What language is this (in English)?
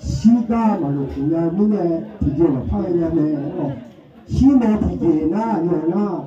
Akha